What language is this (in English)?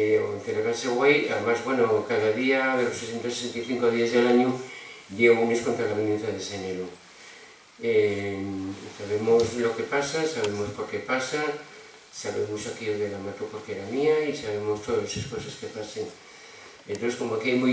Asturian